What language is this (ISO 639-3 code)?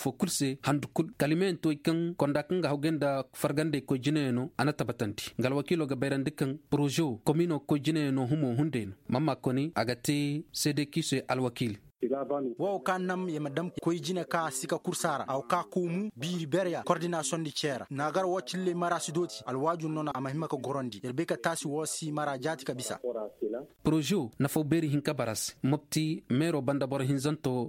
ses